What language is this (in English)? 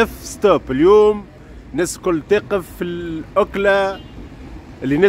Tunisian Arabic